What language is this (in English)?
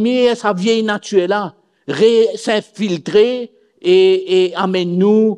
Morisyen